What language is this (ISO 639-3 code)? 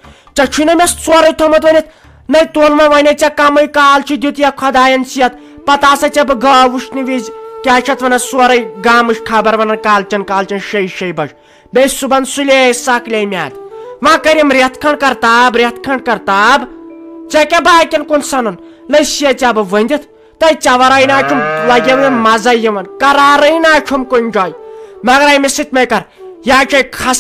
kas